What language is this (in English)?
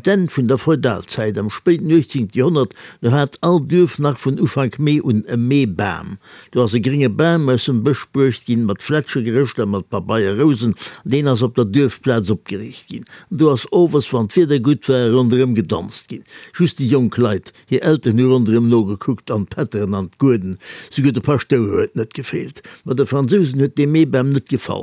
Luxembourgish